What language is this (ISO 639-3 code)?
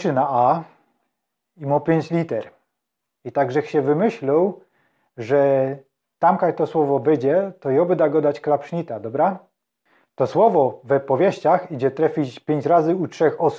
szl